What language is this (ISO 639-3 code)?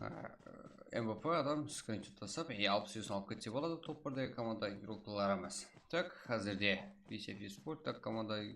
kaa